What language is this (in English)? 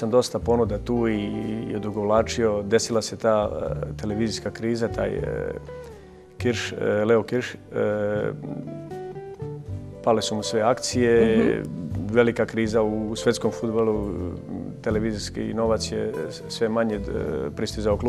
Serbian